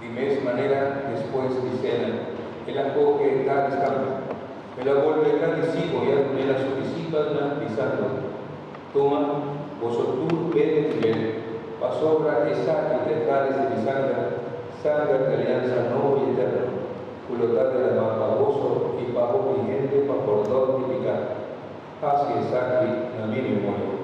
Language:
Papiamento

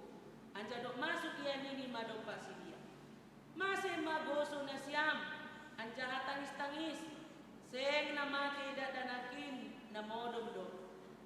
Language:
Batak Simalungun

